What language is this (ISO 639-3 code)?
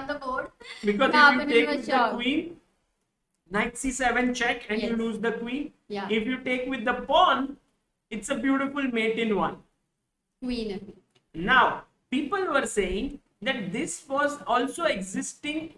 eng